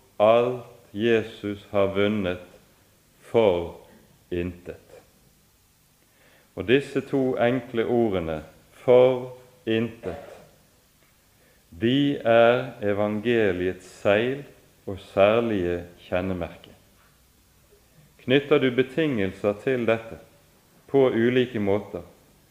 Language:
Norwegian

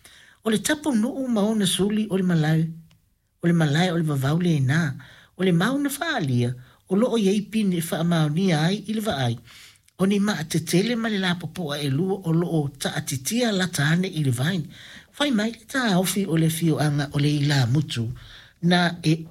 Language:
Samoan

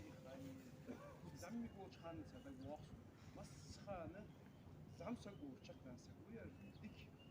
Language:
Ingush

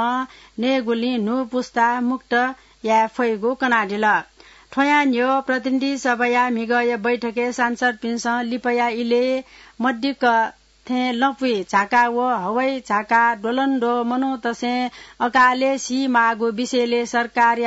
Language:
Newari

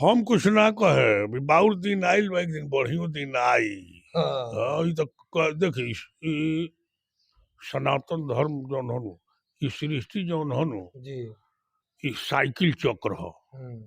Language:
Bhojpuri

